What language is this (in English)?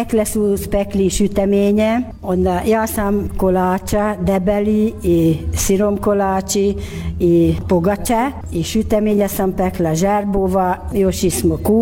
Croatian